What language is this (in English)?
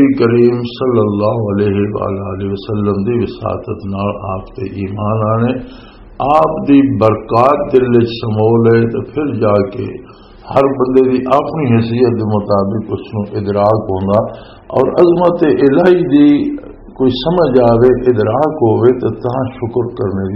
Western Panjabi